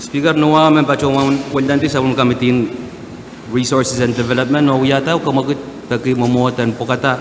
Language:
Pohnpeian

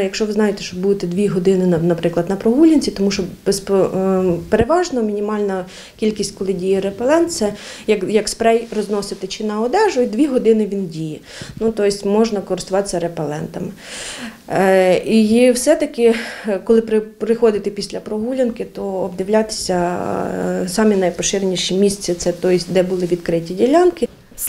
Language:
Ukrainian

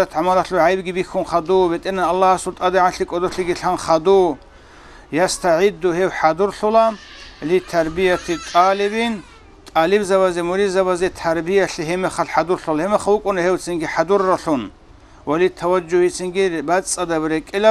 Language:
Avaric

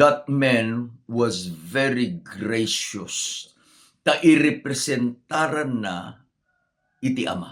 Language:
Iloko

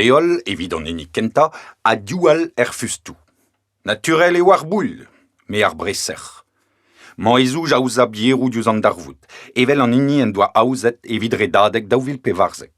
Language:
Breton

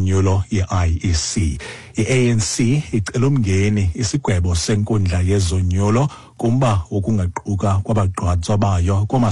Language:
Xhosa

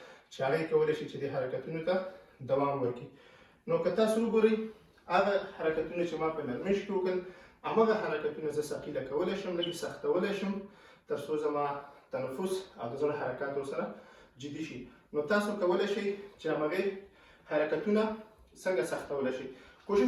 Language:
Pashto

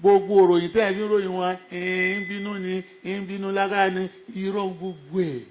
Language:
Yoruba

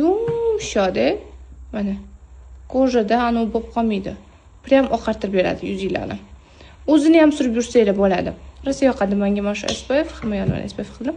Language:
Uzbek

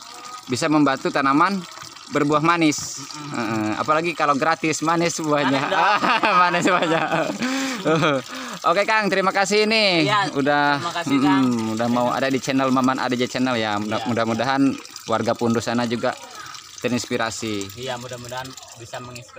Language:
Indonesian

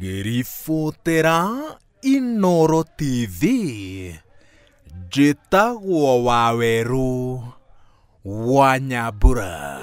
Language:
Kikuyu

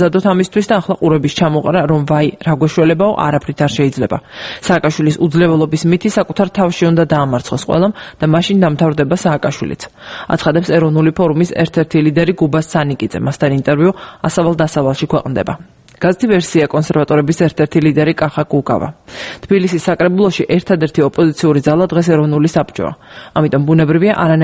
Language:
Georgian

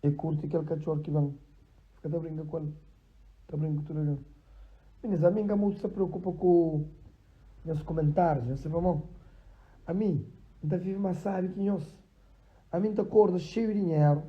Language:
Kabuverdianu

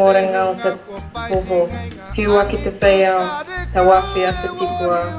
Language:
Māori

